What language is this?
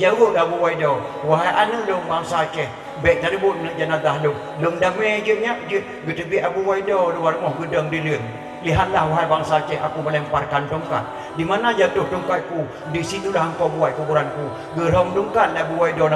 Achinese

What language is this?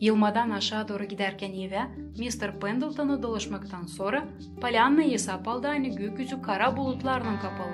Gagauz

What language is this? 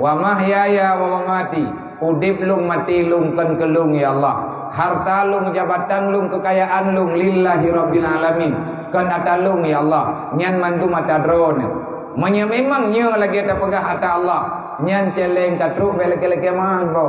Achinese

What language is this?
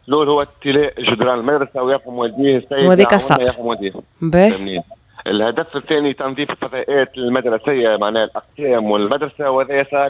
Tunisian Arabic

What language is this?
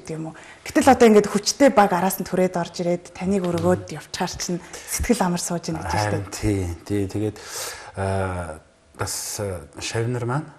Mongolian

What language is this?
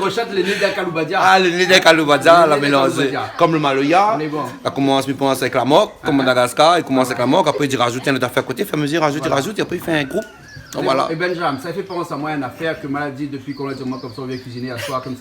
Réunion Creole French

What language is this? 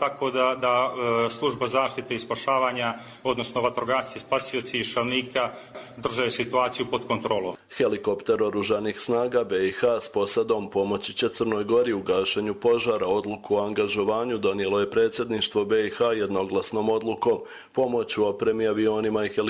Croatian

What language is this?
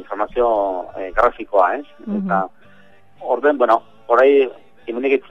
Basque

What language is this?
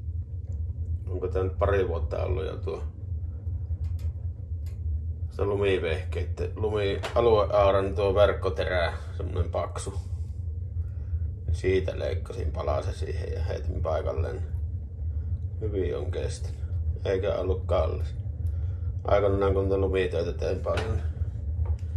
Finnish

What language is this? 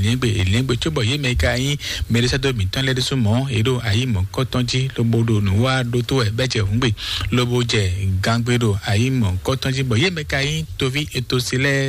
Fon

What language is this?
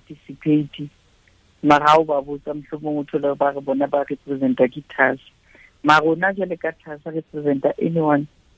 Southern Sotho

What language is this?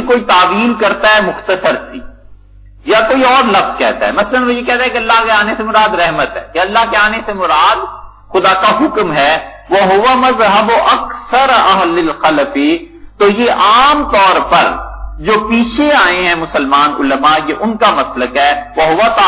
Urdu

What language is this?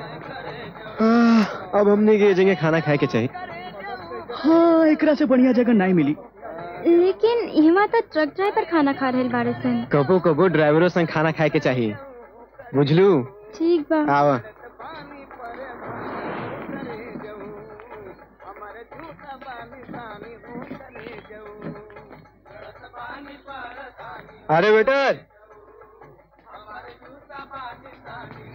Bhojpuri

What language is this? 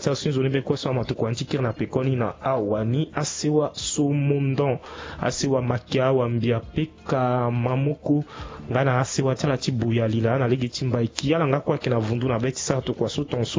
Sango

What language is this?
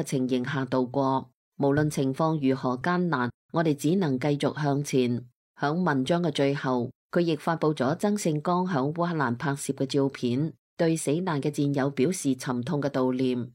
Cantonese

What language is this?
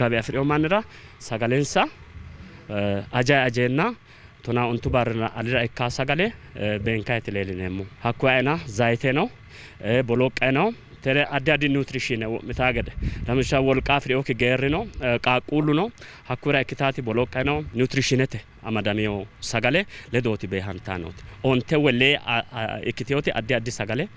Sidamo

